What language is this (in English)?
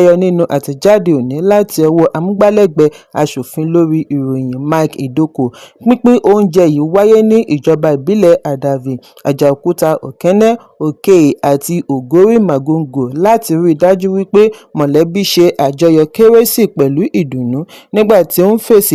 Yoruba